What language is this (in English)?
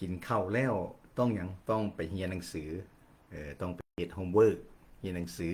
Lao